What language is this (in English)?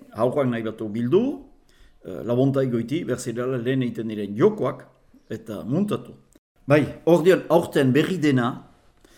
Basque